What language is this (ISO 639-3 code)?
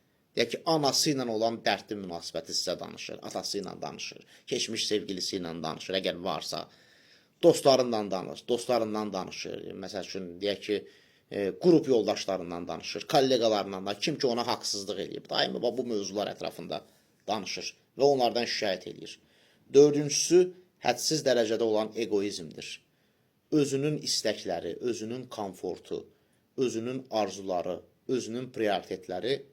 aze